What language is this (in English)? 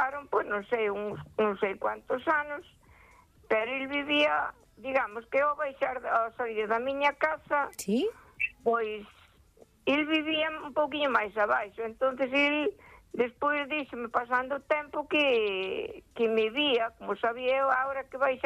Galician